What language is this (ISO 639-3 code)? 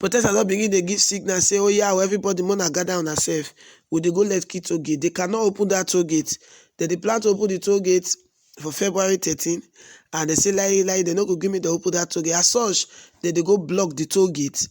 pcm